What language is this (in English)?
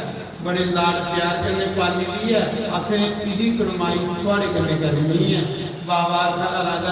Dogri